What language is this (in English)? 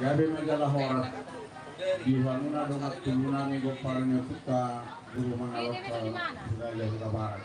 Batak Toba